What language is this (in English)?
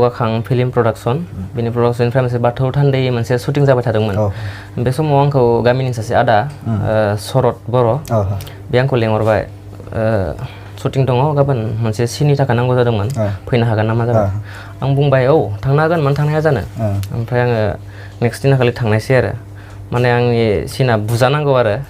Bodo